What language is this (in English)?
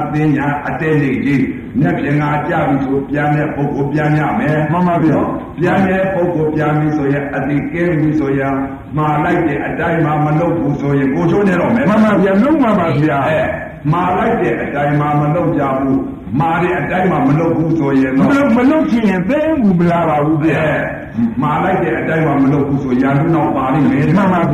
Burmese